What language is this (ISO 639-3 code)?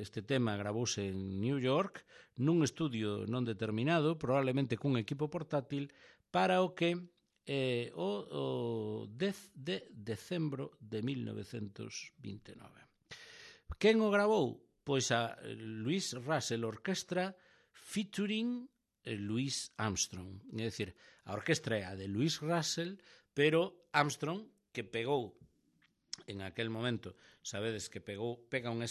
glg